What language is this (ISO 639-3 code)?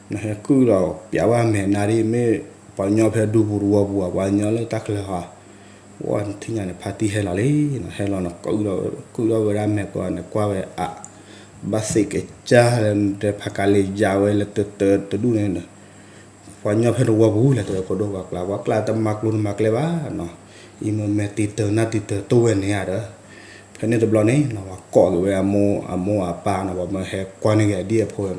ksw